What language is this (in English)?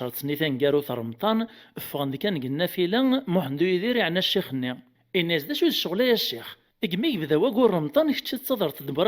Kabyle